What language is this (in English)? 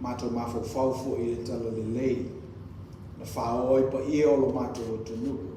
Samoan